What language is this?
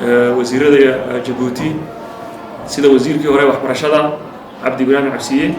Somali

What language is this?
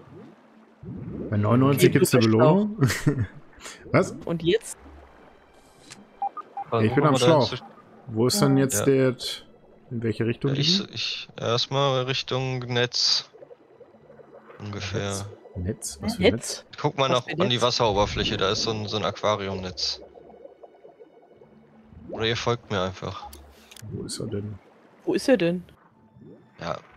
German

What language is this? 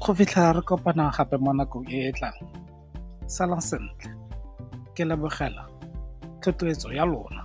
Tswana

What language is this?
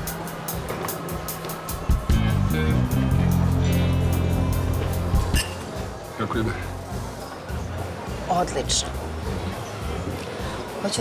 Serbian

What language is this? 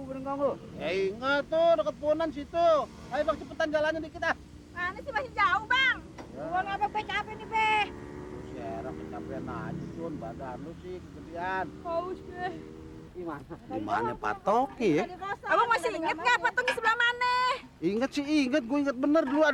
Betawi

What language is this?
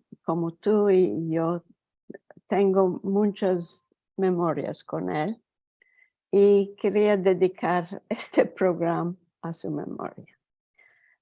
Ladino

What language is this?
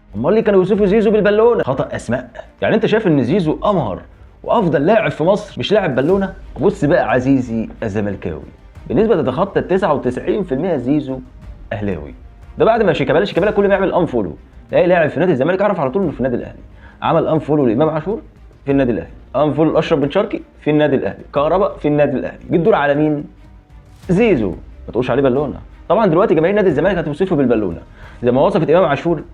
Egyptian Arabic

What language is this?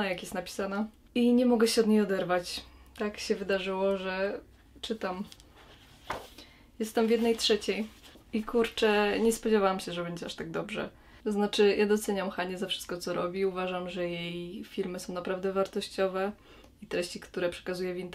Polish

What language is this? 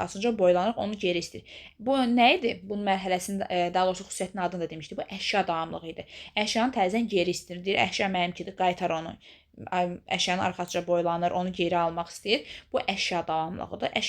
Azerbaijani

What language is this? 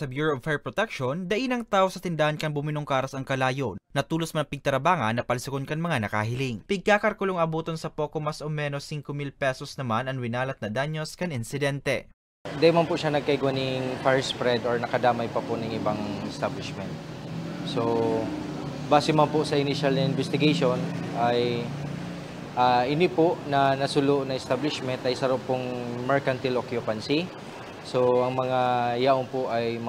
Bikol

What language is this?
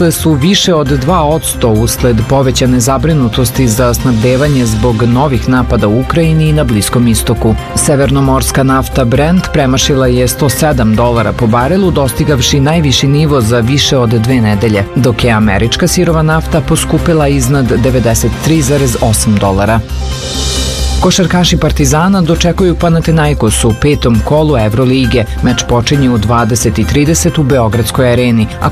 Serbian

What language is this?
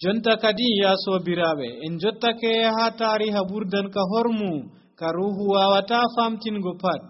Nigerian Fulfulde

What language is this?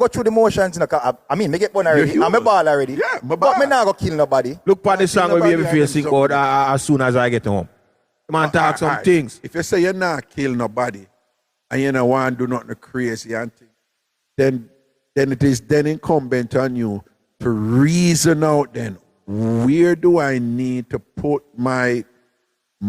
Jamaican Creole English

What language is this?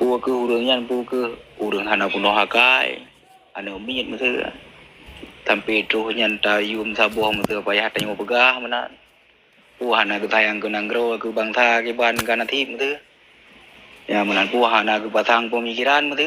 Achinese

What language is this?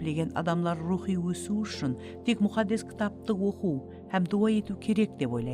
Kara-Kalpak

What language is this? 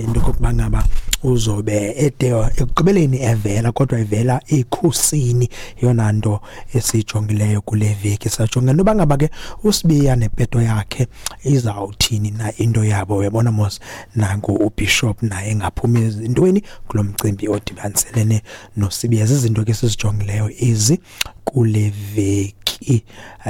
Xhosa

